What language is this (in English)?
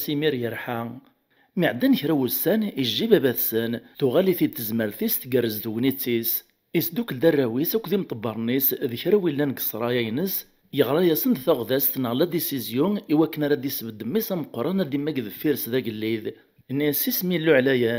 Kabyle